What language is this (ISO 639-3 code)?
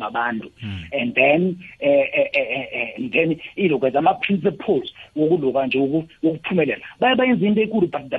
nbl